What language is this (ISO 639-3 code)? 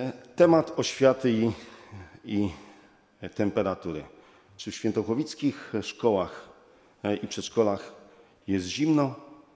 pol